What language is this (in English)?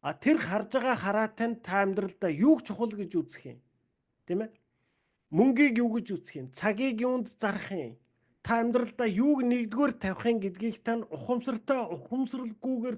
Mongolian